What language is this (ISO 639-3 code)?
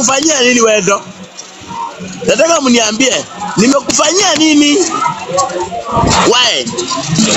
swa